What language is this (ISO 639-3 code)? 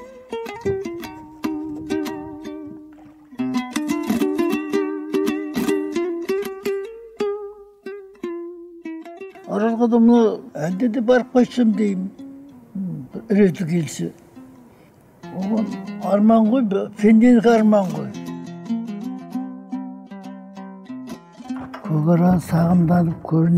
kaz